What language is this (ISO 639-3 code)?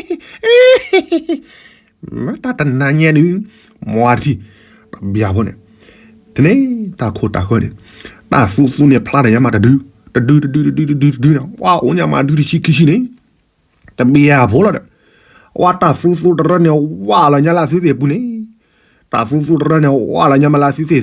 ksw